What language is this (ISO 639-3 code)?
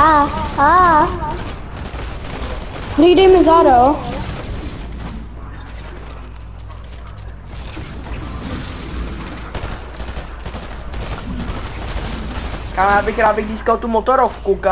ces